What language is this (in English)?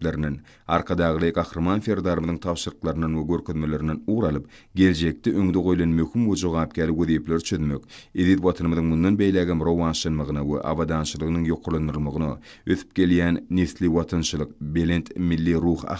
Turkmen